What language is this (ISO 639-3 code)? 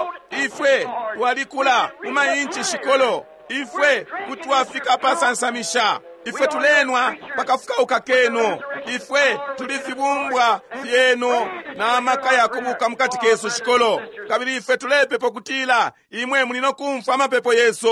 bem